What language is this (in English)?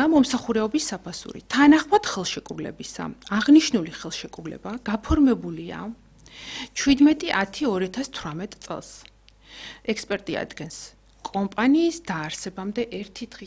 Georgian